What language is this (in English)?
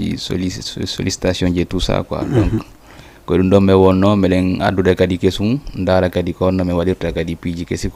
Fula